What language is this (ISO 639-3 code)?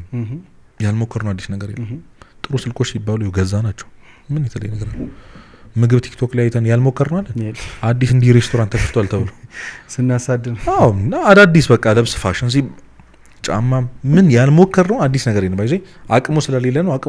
amh